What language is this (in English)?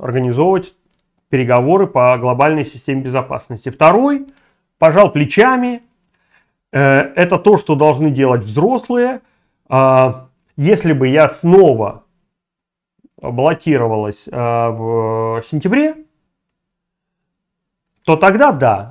Russian